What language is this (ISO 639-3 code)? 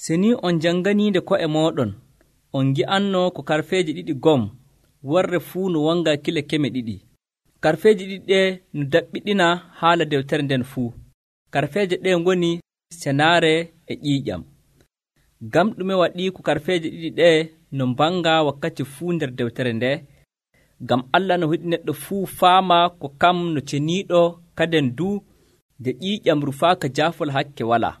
fuv